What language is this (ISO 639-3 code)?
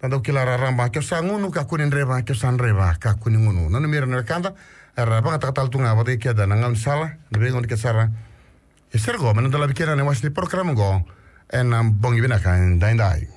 fij